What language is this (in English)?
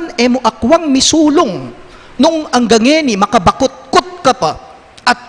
Pampanga